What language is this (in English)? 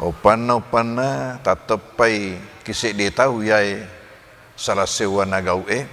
Buginese